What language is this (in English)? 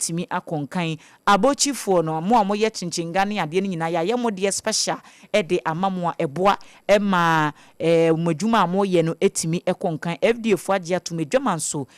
Akan